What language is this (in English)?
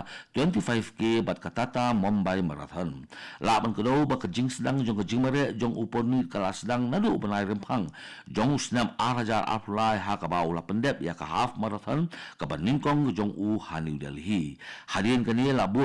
Khasi